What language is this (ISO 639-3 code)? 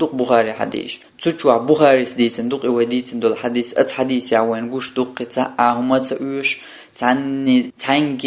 che